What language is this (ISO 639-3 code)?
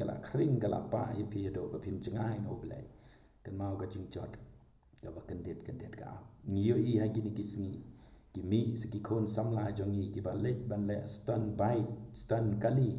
kha